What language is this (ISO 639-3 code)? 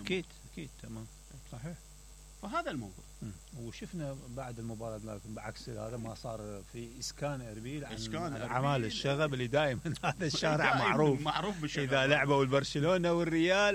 acm